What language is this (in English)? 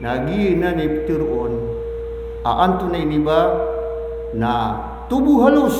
Maranao